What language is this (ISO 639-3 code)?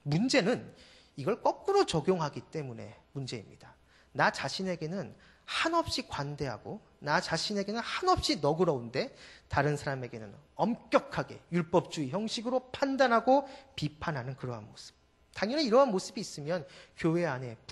kor